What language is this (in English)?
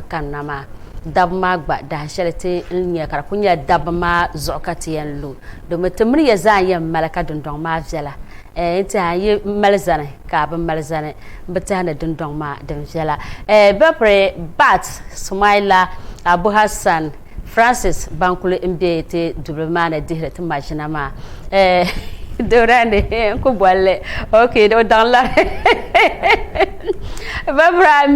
Dagbani